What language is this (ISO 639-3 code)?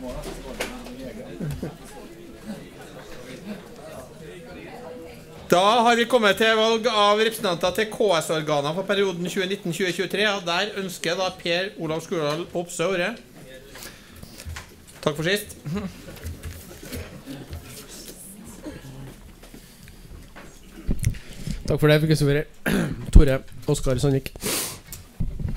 nor